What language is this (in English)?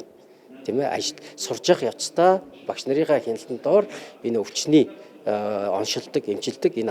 Mongolian